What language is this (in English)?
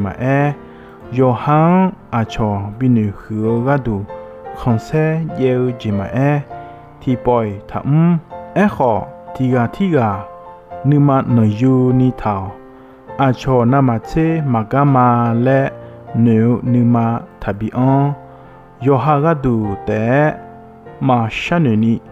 Akha